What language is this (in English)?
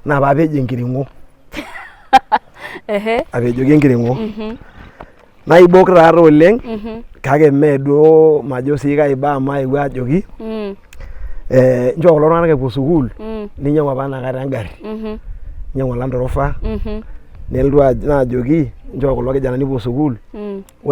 Masai